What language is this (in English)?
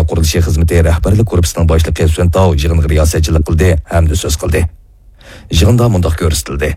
Uyghur